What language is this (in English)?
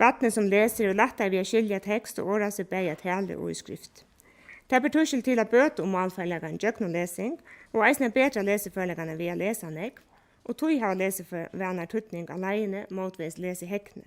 Faroese